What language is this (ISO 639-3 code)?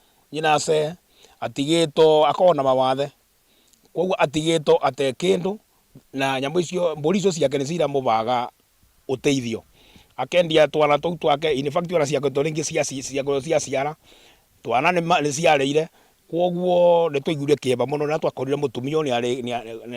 kik